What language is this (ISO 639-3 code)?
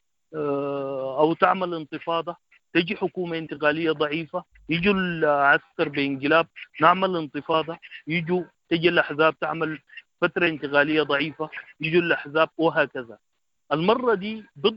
apd